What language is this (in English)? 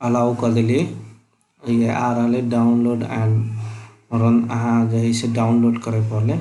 Maithili